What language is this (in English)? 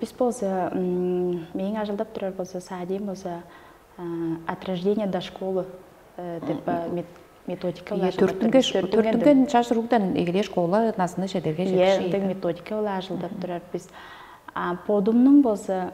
Tuvinian